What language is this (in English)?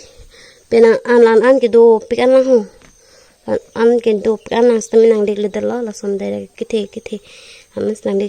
Karbi